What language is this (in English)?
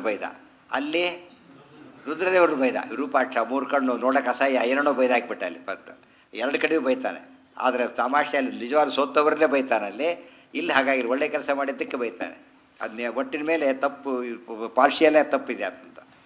Kannada